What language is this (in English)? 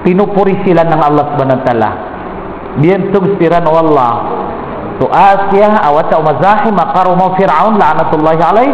Maranao